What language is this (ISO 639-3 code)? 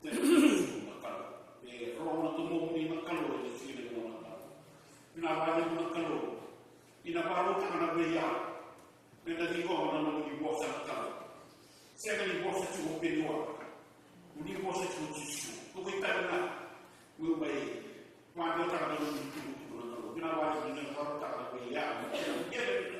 fij